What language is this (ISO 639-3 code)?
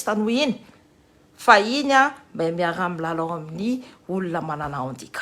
mlg